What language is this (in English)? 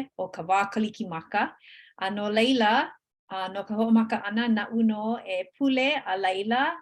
Hawaiian